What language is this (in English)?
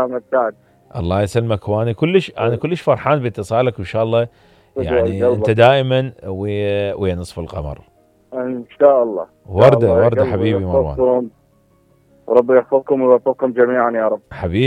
Mesopotamian Arabic